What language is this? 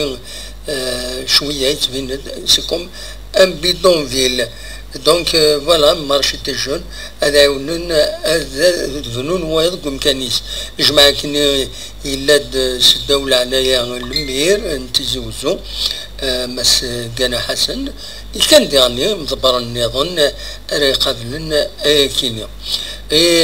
Kabyle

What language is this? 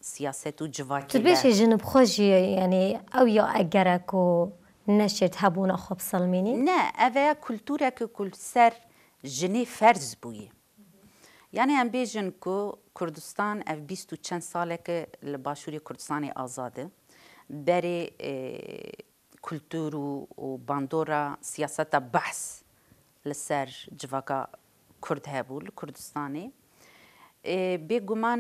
Kurdish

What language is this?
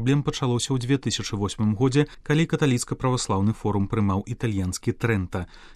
Belarusian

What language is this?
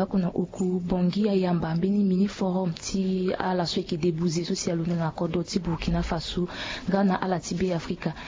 Sango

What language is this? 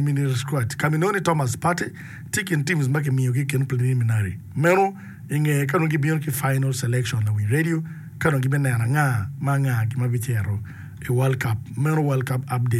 Acoli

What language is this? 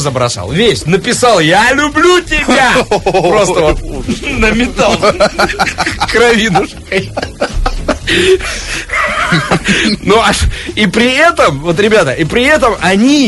Russian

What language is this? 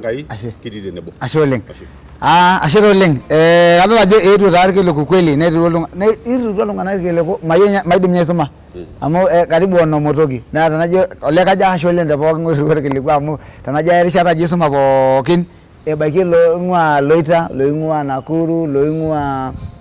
Masai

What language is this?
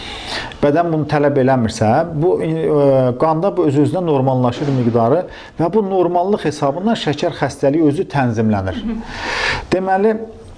Azerbaijani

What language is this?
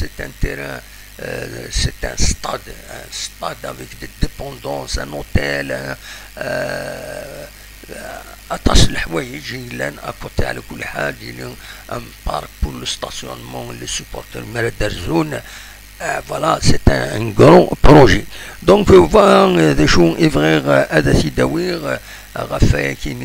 Kabyle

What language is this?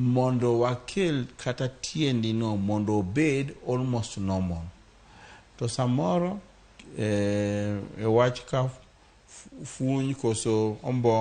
Luo (Kenya and Tanzania)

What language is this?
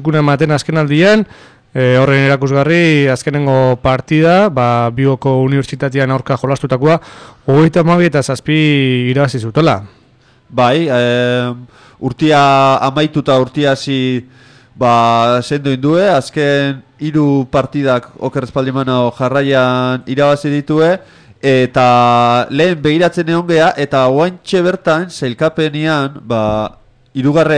Basque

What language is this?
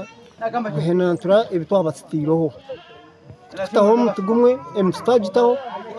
Nyankole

